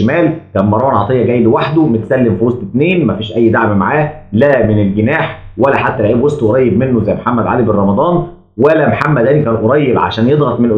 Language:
Egyptian Arabic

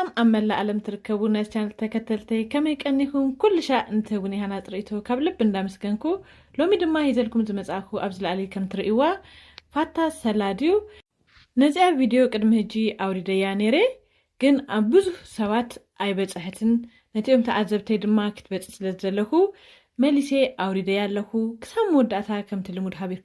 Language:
Tigrinya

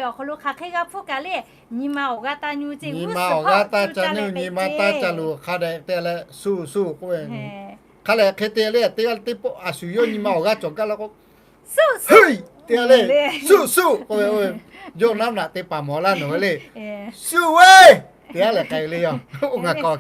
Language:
Lahu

